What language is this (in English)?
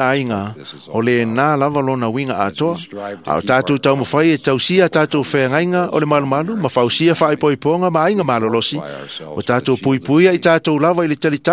Samoan